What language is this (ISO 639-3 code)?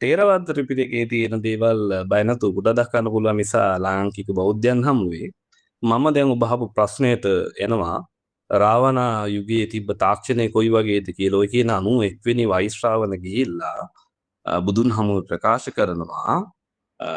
sin